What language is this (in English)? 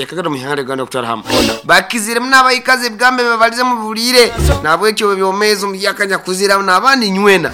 Nyankole